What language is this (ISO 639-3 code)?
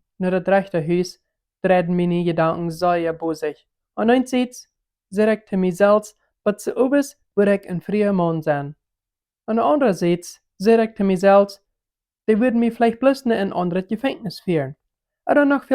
pdt